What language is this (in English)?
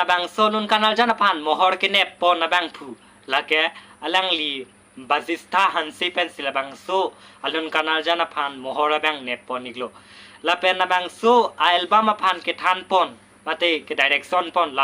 Karbi